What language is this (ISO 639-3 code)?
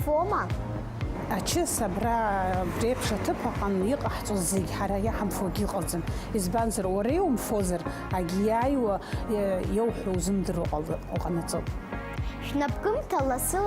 abk